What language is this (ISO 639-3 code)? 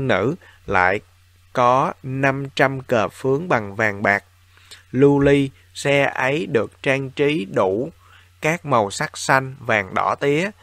vie